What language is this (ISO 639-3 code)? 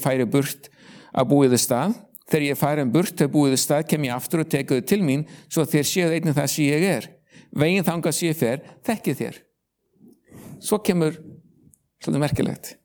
isl